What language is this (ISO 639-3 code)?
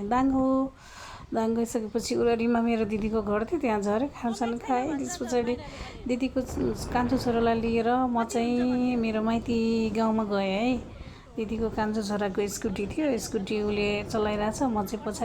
nep